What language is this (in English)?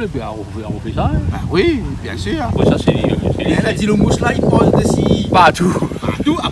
Réunion Creole French